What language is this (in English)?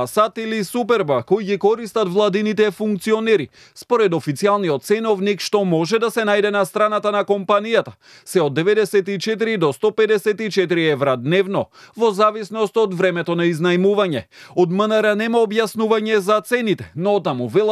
Macedonian